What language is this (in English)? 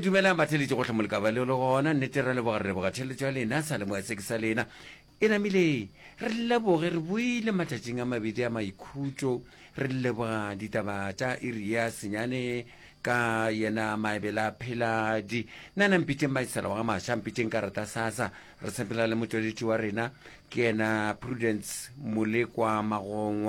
Northern Sotho